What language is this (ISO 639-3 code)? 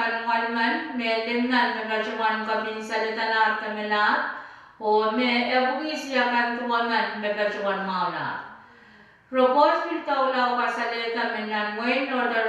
pon